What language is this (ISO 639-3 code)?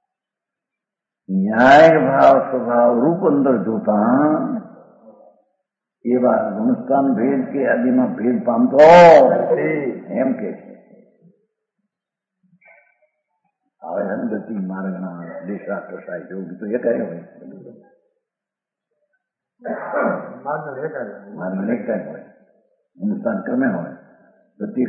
guj